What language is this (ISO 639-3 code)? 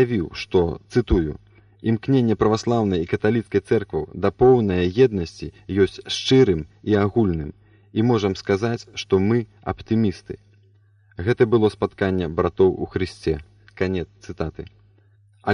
bel